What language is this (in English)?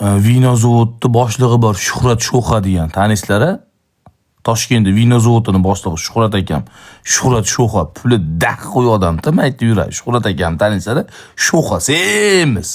Uzbek